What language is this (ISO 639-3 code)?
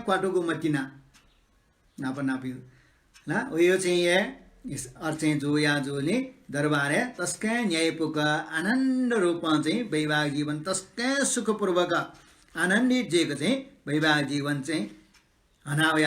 new